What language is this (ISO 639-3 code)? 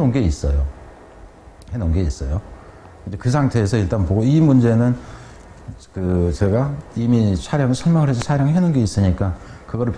kor